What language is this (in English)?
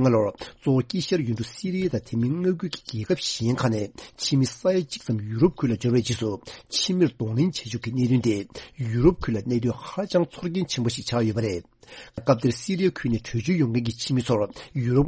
Tibetan